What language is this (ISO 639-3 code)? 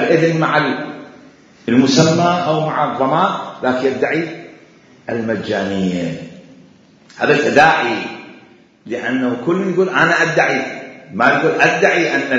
acm